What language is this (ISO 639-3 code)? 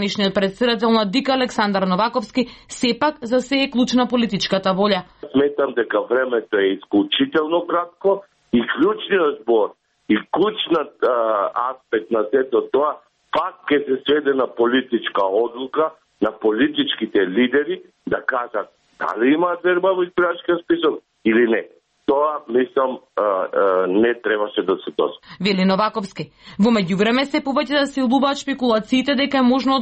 mkd